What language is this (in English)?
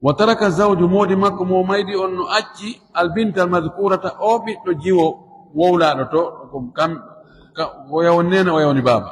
Fula